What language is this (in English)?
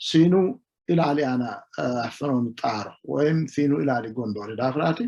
Sidamo